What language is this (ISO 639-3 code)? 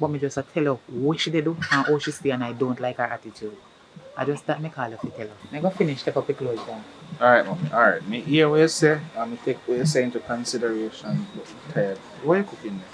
jam